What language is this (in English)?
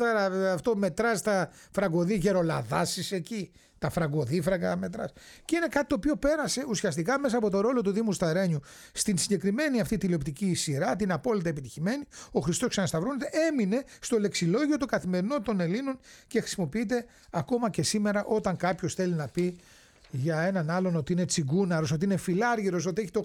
Greek